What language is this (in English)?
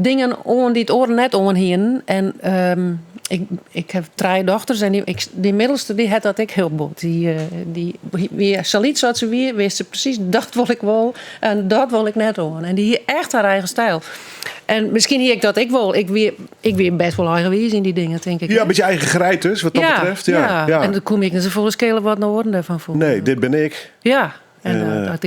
Western Frisian